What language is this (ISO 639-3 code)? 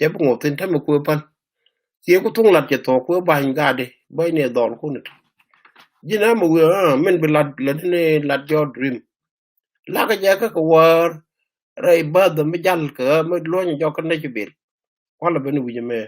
nus